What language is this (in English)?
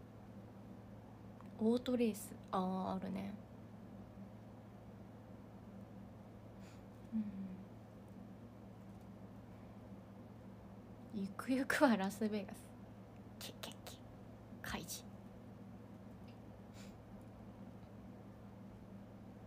Japanese